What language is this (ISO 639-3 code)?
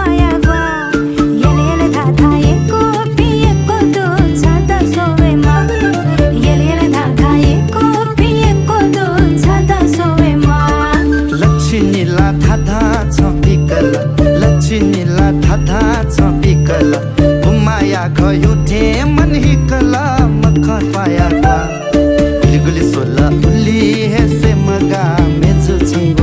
new